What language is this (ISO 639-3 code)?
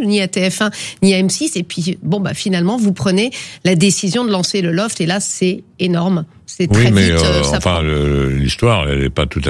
fra